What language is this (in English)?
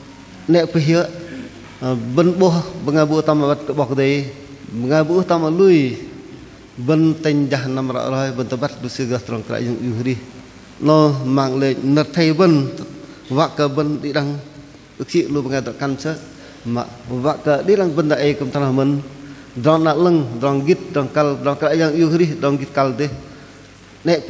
Bahnar